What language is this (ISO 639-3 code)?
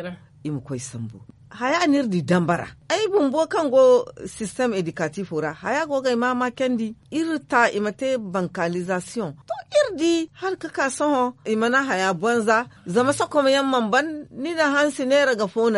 dje